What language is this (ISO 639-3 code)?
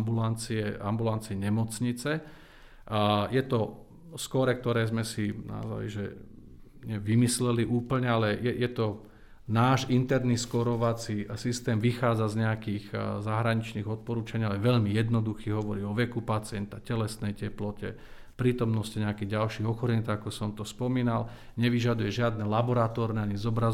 slk